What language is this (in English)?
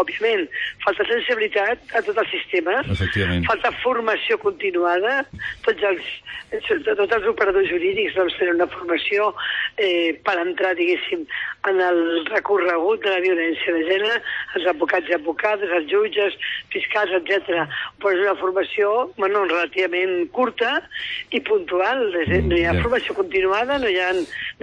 Catalan